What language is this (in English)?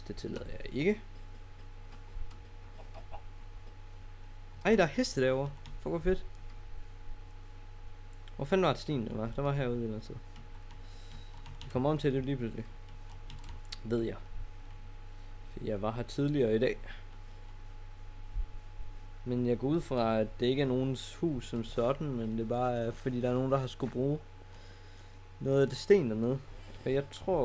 Danish